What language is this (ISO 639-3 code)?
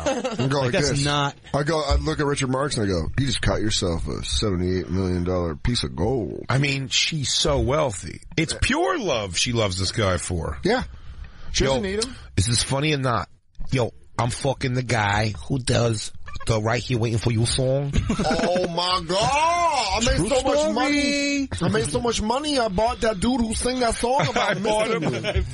eng